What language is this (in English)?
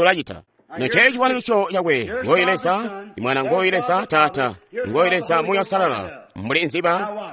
Tonga (Zambia)